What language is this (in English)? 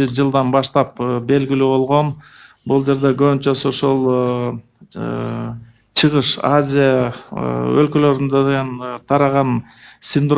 Kyrgyz